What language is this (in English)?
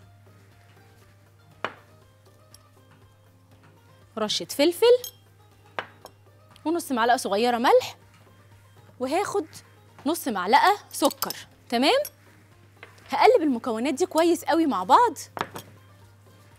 Egyptian Arabic